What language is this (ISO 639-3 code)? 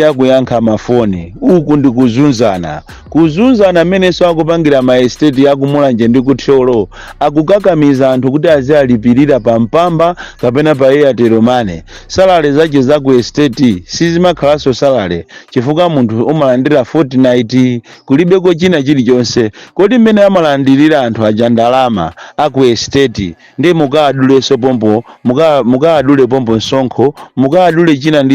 nya